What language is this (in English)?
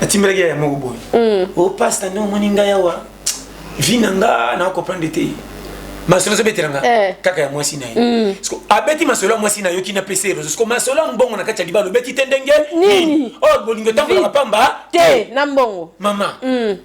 Lingala